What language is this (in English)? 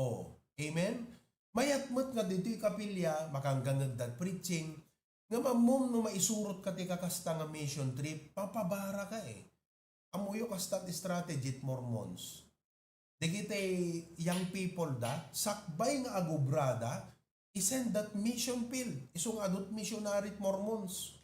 Iloko